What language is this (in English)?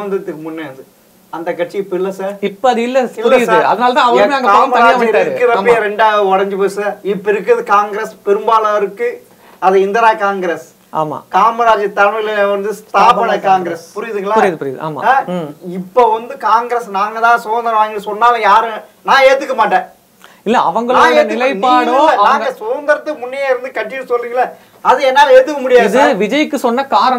Tamil